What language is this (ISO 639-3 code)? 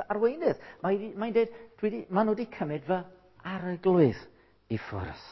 cym